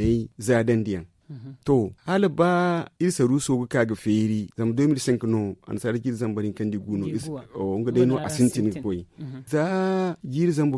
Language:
Zarma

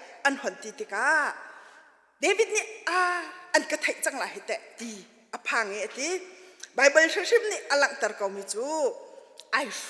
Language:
Hakha Chin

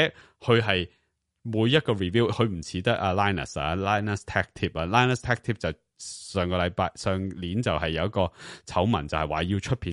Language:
Cantonese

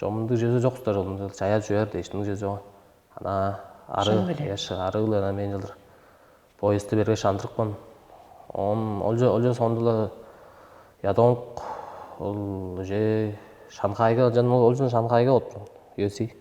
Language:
Tuvinian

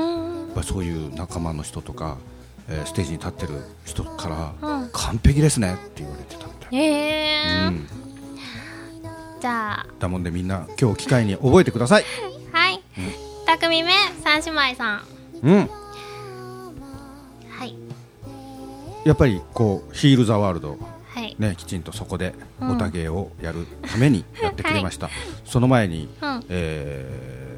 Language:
Japanese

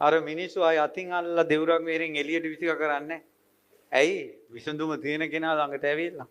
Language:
Sinhala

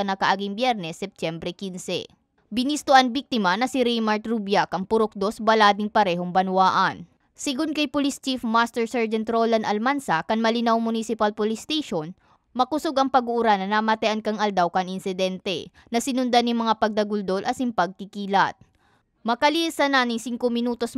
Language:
Bikol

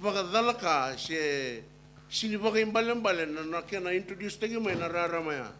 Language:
Fijian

